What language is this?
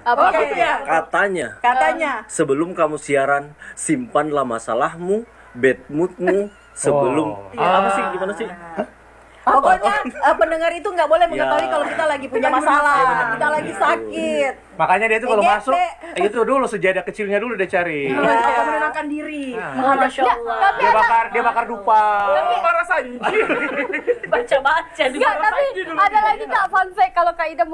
Indonesian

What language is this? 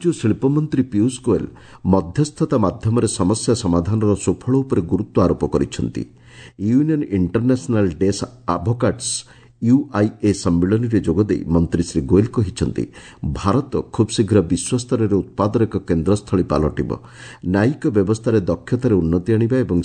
Odia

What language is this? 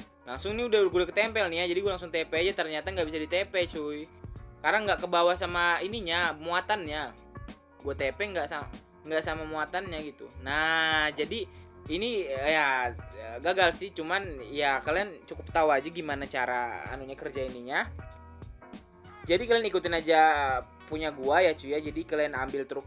Indonesian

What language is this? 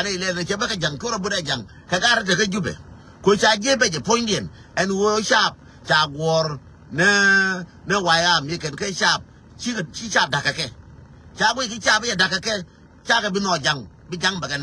Nuer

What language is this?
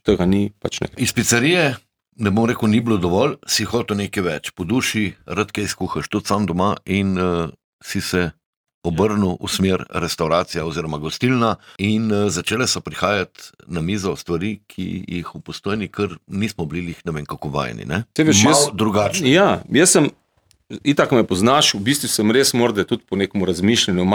Slovenian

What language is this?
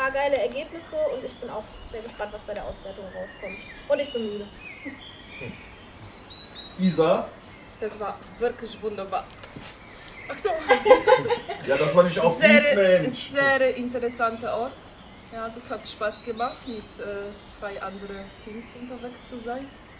German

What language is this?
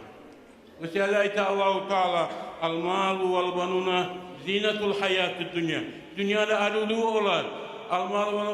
Kumyk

